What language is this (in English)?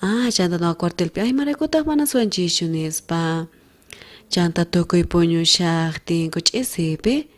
South Bolivian Quechua